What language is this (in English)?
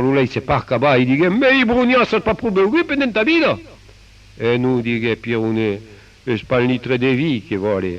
Occitan